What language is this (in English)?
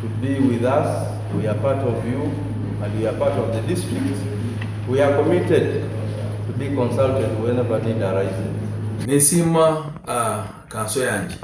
Nyankole